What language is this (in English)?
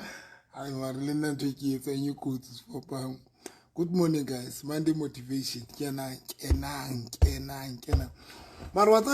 Southern Sotho